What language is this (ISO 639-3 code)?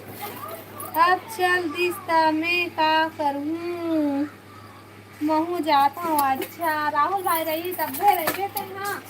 hne